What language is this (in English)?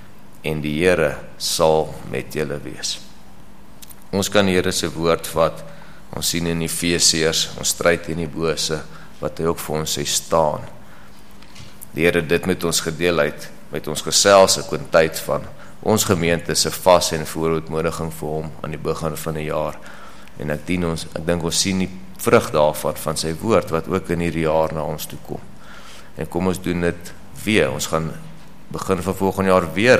Afrikaans